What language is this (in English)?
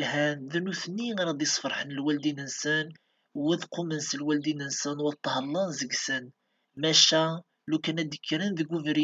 Kabyle